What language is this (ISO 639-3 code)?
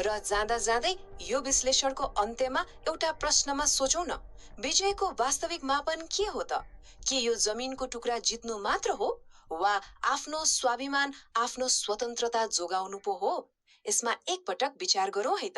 nep